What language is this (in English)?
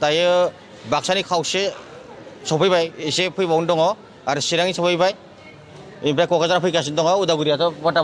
Bodo